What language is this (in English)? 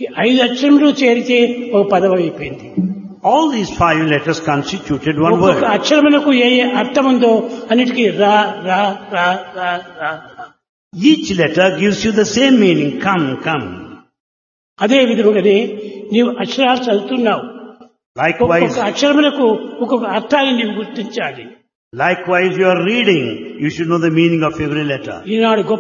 Telugu